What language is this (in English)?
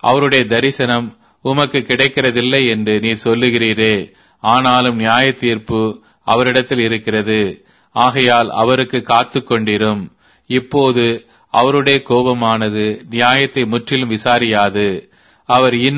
Tamil